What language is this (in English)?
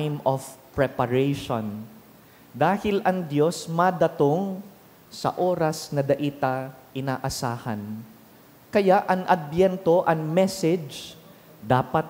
Bikol